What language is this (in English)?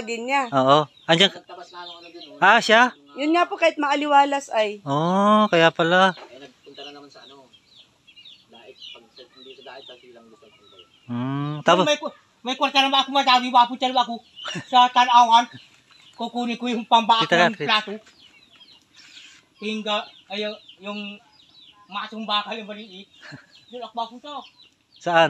Filipino